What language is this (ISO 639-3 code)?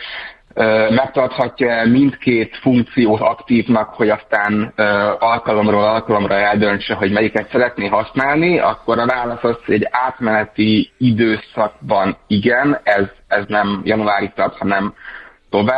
hun